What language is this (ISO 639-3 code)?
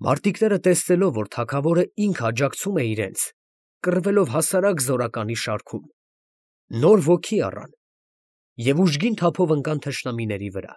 hye